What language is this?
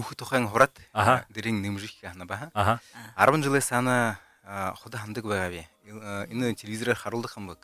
Buriat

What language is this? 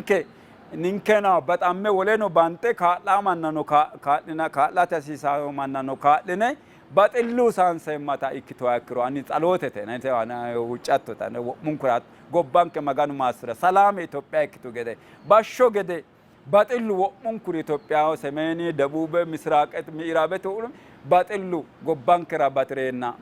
Sidamo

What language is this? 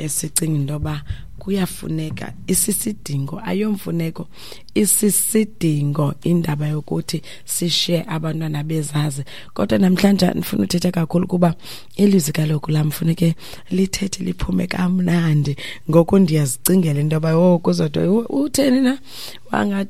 Xhosa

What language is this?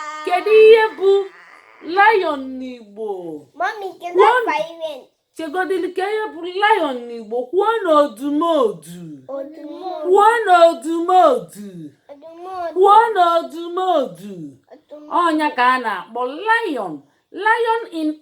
Igbo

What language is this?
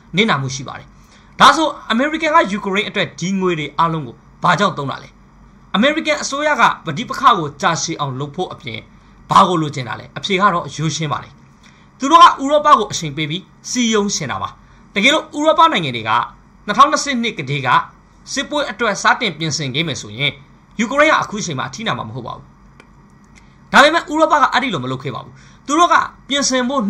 Burmese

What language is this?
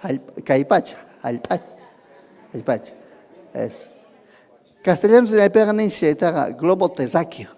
Ayacucho Quechua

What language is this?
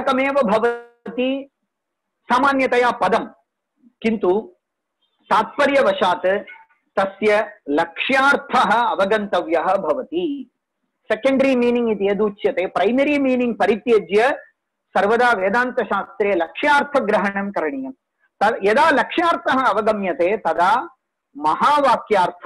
Sanskrit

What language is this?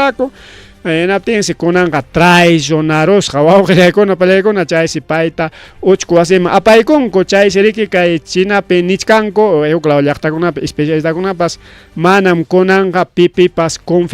Ayacucho Quechua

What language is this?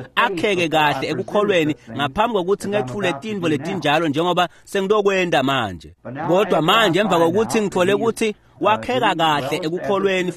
Swati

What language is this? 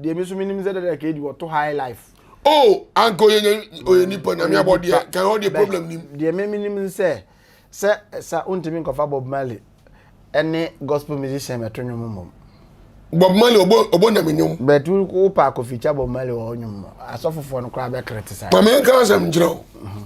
Akan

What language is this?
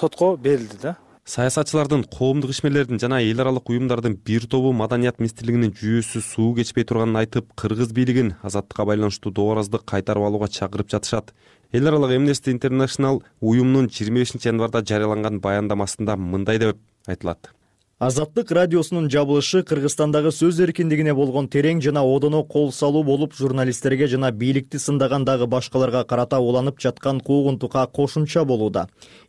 Kyrgyz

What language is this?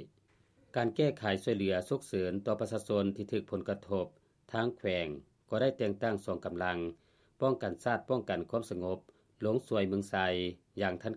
Lao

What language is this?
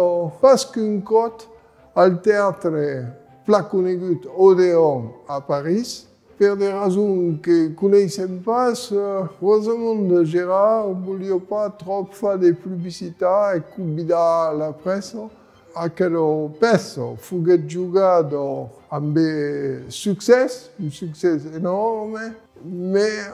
Occitan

